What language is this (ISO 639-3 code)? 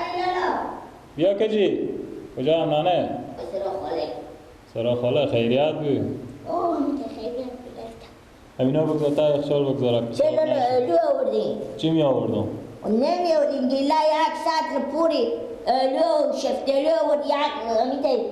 fas